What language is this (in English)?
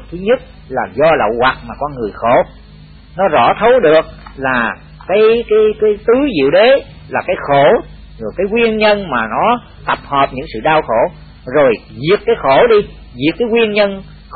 Vietnamese